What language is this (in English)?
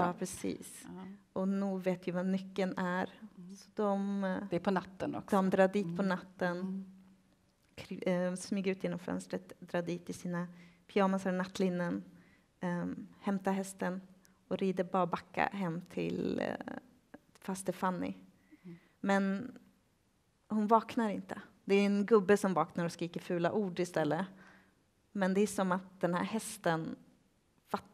Swedish